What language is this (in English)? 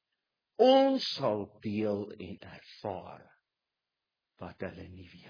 Afrikaans